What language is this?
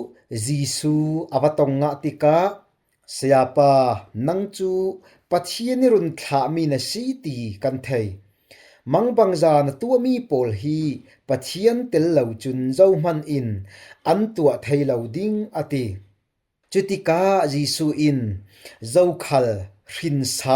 Falam Chin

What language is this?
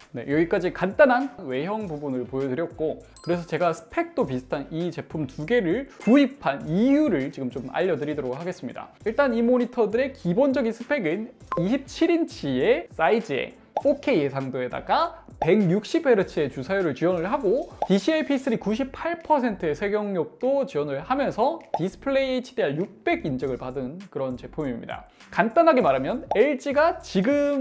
Korean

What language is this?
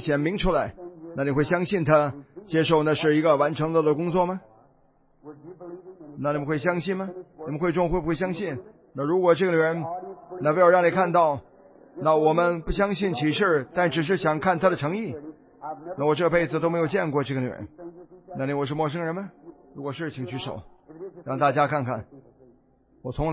Chinese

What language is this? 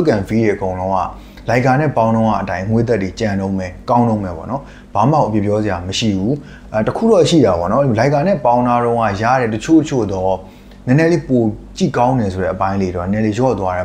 Burmese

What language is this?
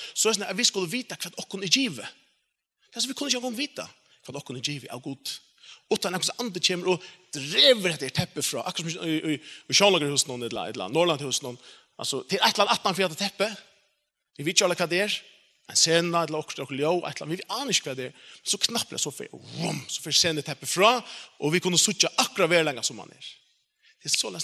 Faroese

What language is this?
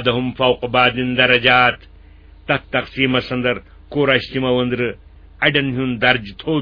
Kashmiri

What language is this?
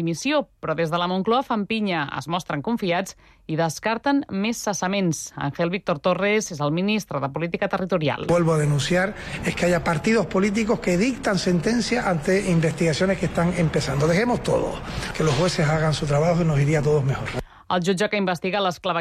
Catalan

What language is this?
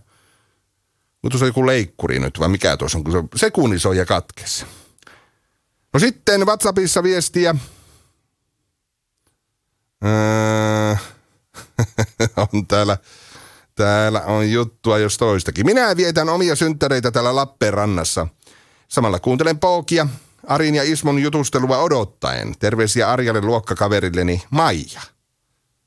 Finnish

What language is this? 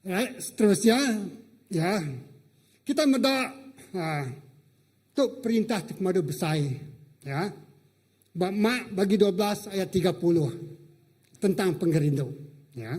Iban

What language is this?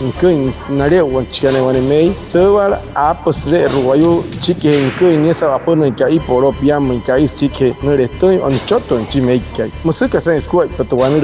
Wayuu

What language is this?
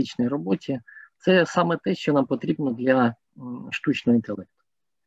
Ukrainian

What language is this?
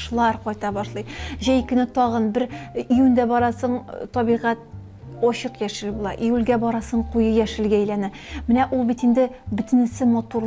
Tatar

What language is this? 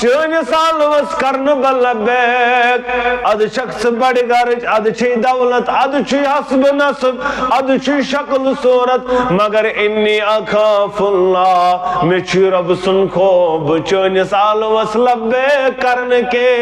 Kashmiri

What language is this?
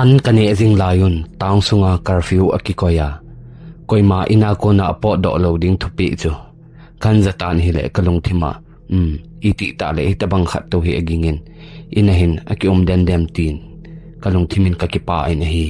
Thado Chin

